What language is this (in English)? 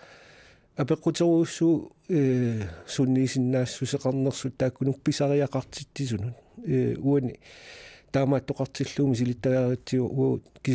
Kalaallisut